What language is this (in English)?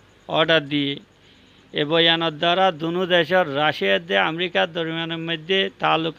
Rohingya